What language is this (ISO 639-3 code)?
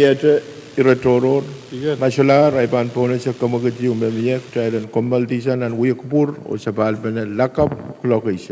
pon